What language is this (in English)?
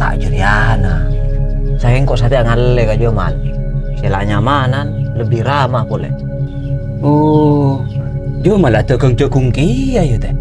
Madurese